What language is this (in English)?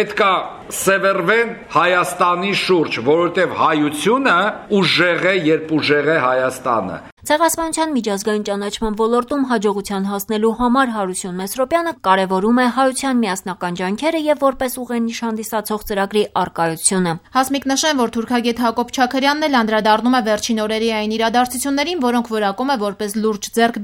Armenian